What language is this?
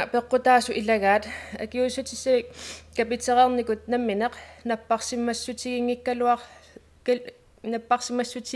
Kalaallisut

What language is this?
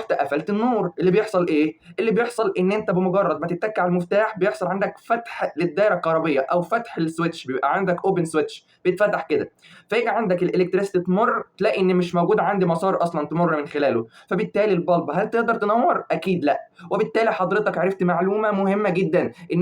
Egyptian Arabic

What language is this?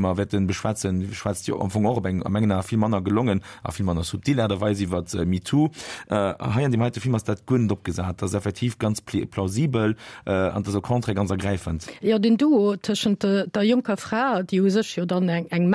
Luxembourgish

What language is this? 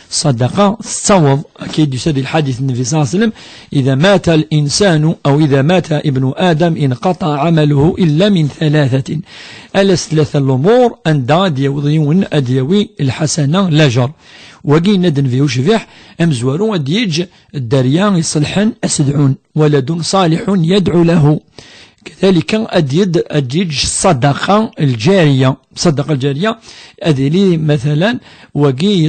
Kabyle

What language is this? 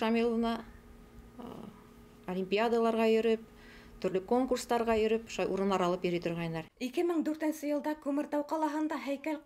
Bashkir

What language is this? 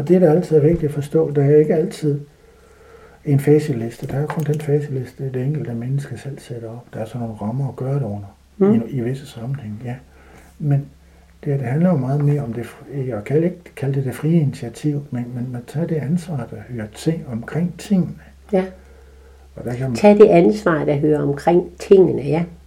Danish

